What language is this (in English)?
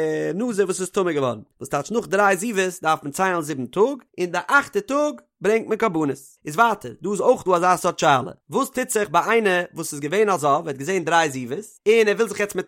Yiddish